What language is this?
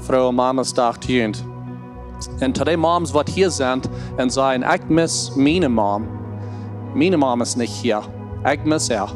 Plautdietsch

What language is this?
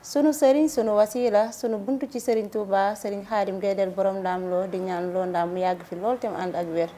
Wolof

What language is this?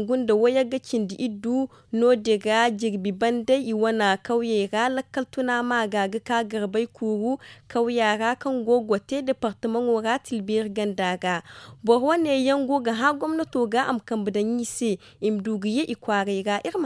Zarma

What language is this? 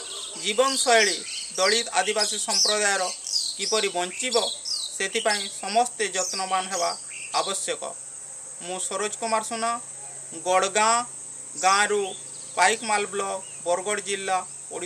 Odia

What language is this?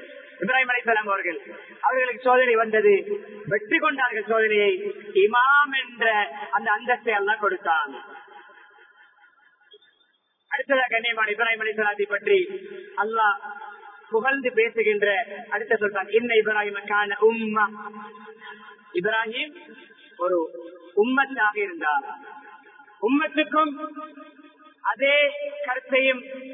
Tamil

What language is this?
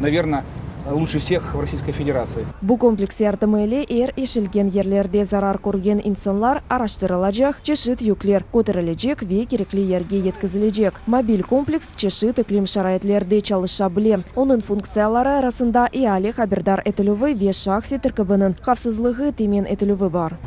Crimean Tatar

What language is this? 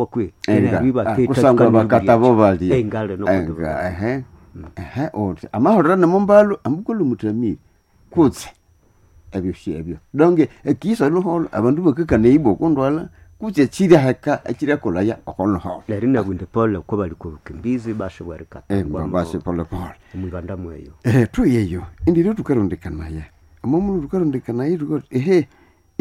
Nande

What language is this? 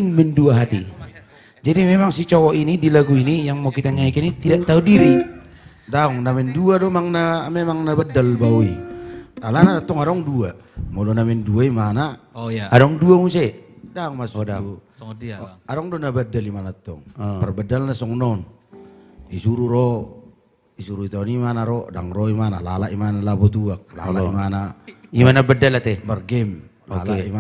Batak Toba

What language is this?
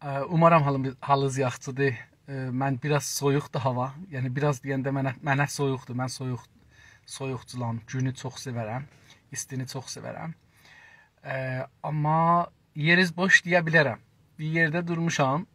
South Azerbaijani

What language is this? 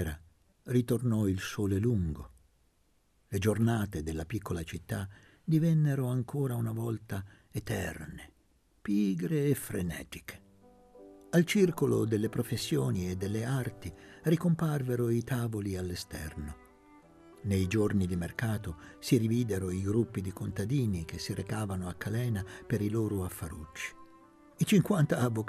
Italian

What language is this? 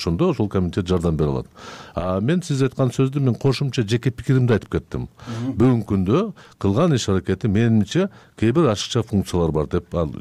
Kyrgyz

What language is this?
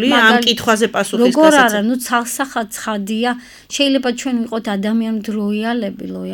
Georgian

